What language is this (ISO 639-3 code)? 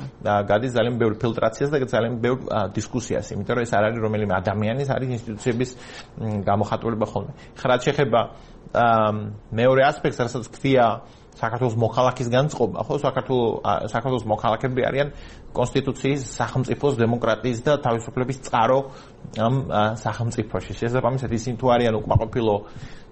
kat